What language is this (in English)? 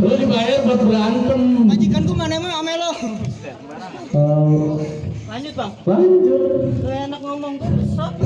Betawi